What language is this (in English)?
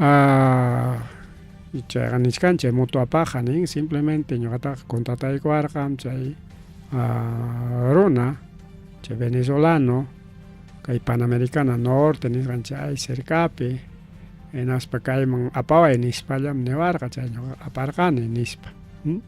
Ayacucho Quechua